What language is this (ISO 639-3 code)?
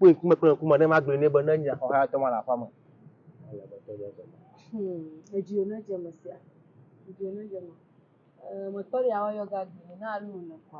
ewe